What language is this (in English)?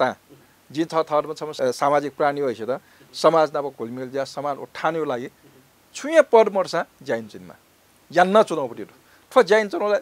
Newari